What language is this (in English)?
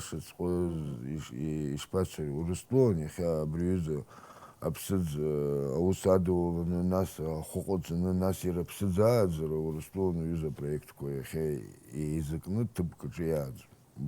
Abkhazian